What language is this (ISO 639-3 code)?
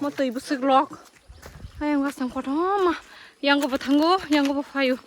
trp